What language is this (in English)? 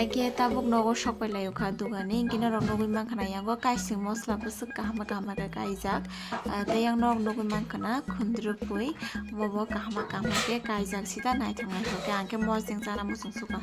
Kok Borok